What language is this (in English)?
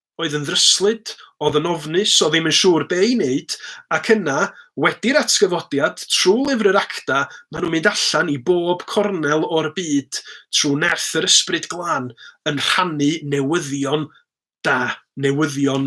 Welsh